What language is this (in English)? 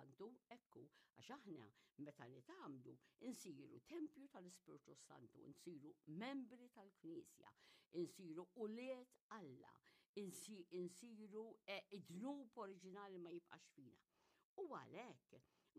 Maltese